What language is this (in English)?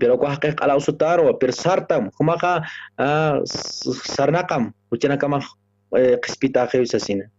Aymara